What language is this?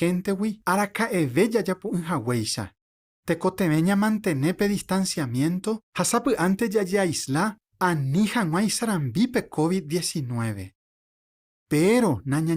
Guarani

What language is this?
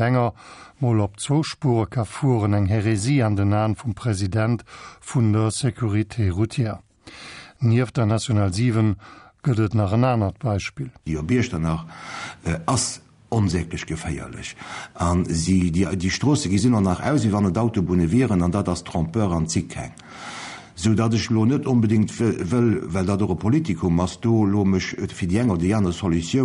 Luxembourgish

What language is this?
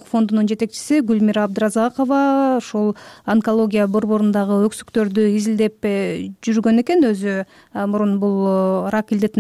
Kyrgyz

